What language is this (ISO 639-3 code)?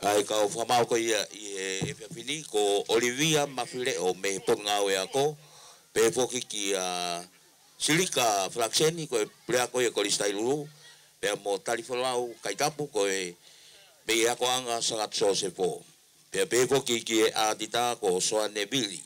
ton